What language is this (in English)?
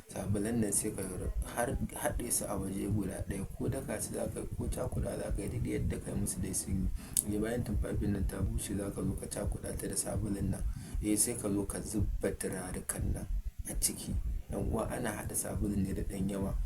Hausa